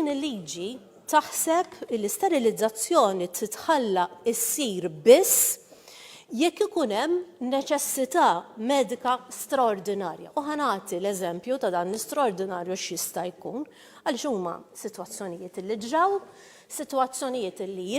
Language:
Maltese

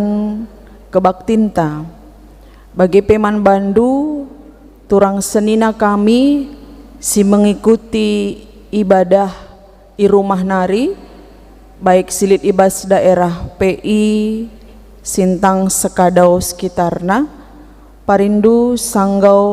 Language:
Batak Karo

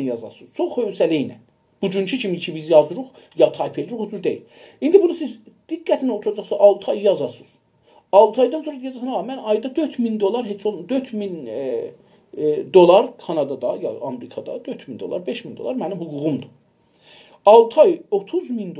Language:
South Azerbaijani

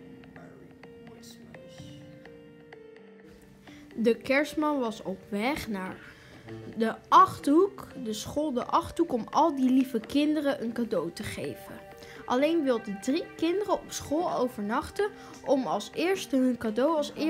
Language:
Dutch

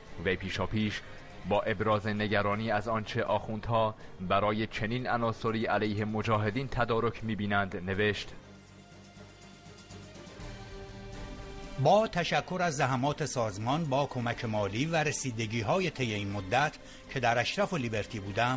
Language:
Persian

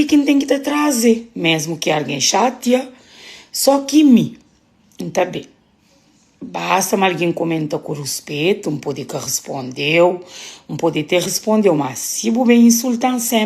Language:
Kabuverdianu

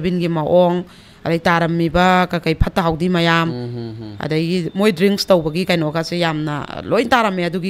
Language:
Manipuri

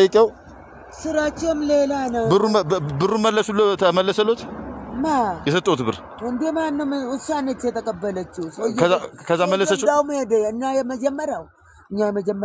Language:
Amharic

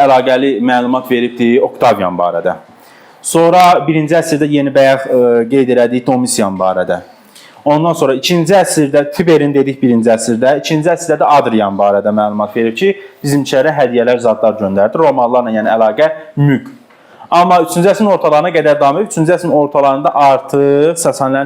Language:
Azerbaijani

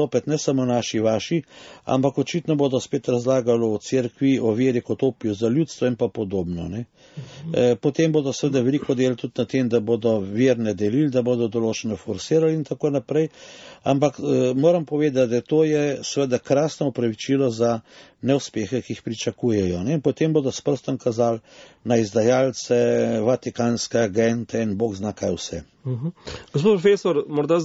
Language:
Slovenian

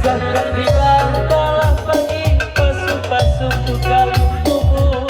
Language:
Batak Karo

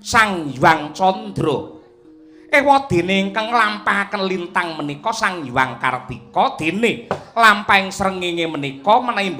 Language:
Javanese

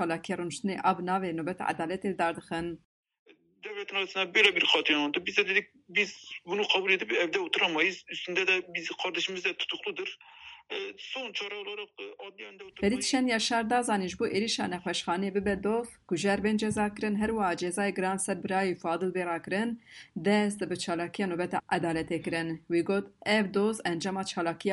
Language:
Kurdish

